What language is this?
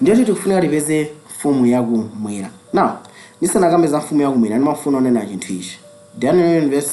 Nyanja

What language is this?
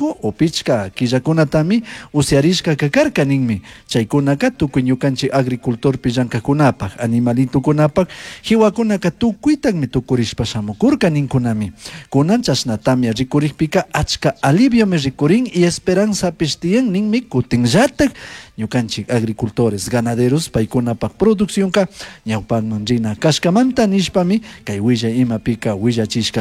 Chimborazo Highland Quichua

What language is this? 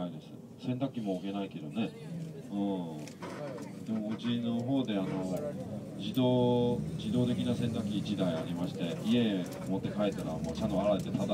Japanese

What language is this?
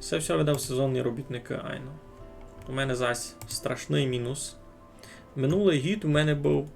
Rusyn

